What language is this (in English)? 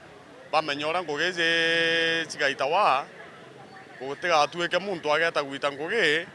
Meru